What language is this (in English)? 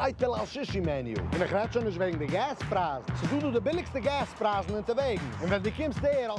Yiddish